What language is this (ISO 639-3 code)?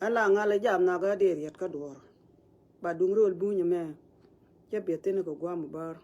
nus